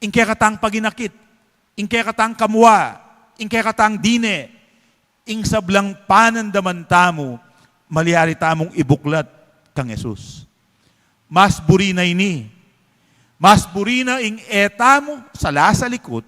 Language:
Pampanga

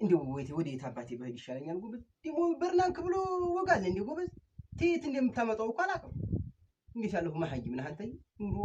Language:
Amharic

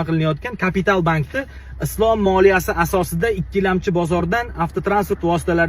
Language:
Uzbek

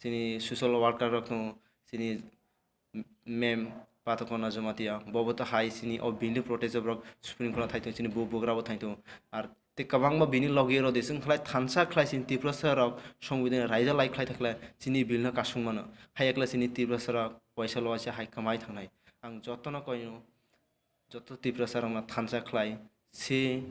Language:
Kok Borok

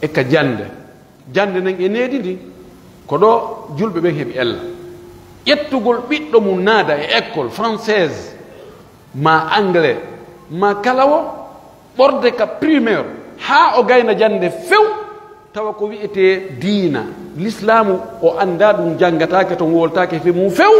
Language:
Pular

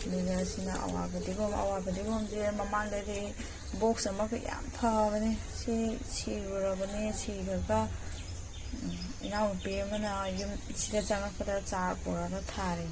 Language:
Manipuri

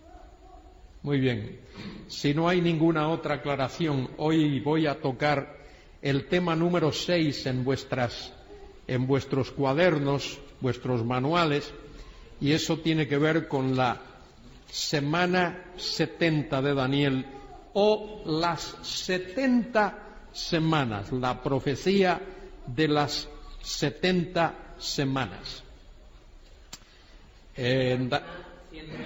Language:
Spanish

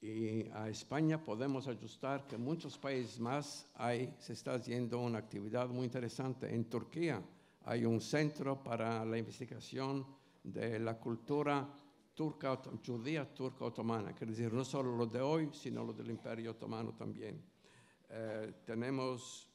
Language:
Ladino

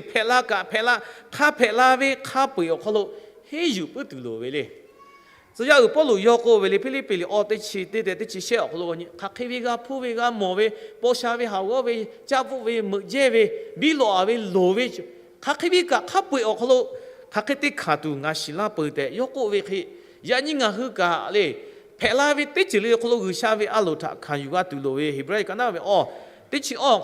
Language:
Lahu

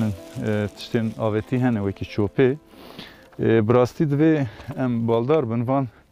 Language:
Kurdish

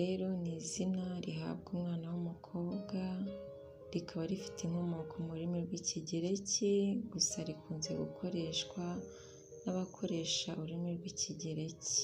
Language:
Kinyarwanda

